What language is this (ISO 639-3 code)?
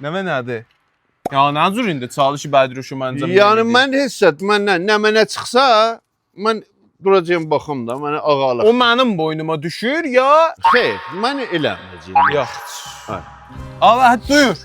azb